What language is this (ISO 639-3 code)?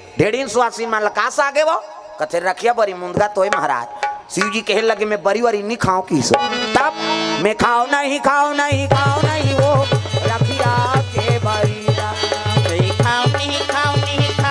hne